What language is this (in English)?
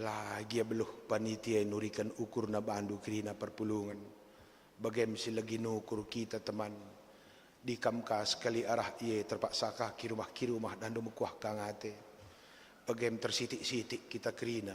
Batak Karo